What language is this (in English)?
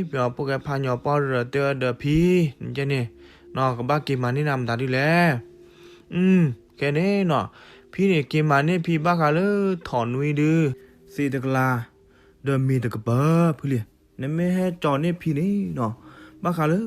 S'gaw Karen